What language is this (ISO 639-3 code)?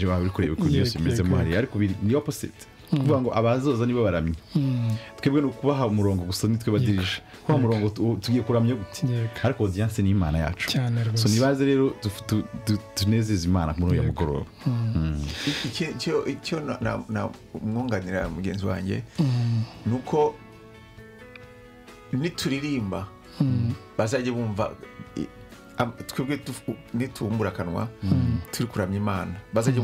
kin